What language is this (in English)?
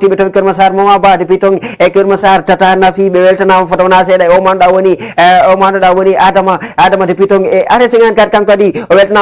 Fula